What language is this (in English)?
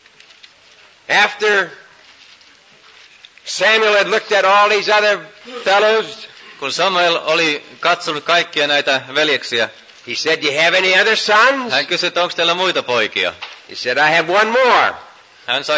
Finnish